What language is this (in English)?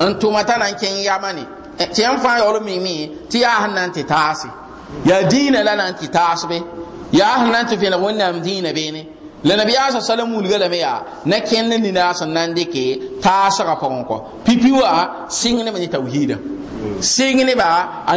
Mossi